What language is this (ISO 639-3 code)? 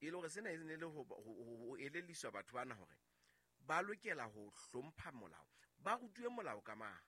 sot